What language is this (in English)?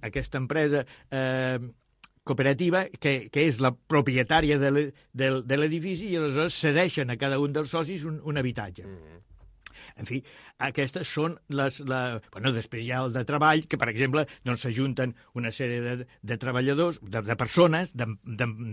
Catalan